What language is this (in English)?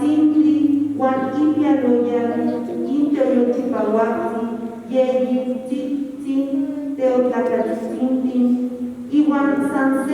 Eastern Huasteca Nahuatl